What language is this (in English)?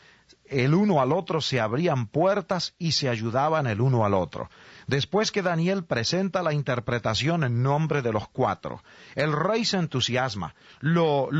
Spanish